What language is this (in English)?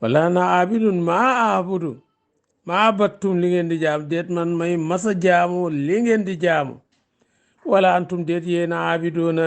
Wolof